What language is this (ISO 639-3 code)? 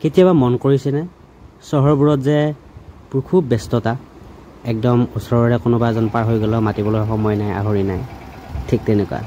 asm